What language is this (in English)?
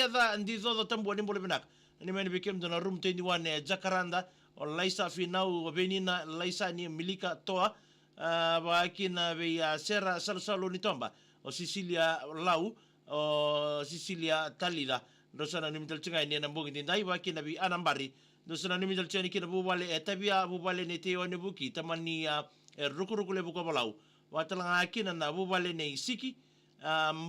Fijian